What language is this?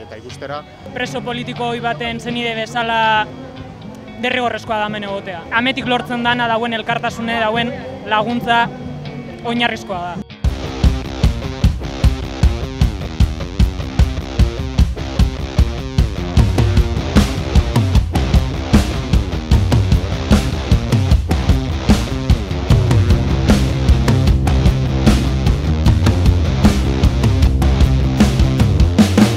Basque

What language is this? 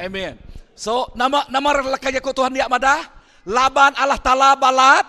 Iban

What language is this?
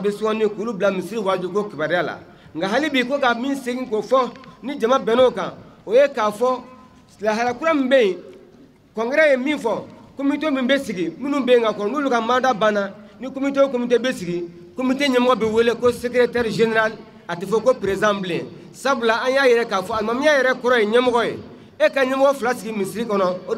Bambara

